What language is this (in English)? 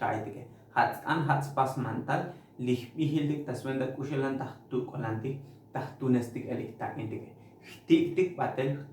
Tzotzil